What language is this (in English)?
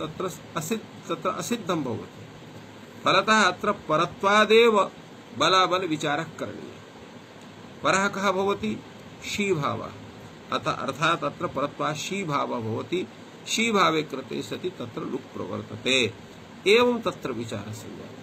Sanskrit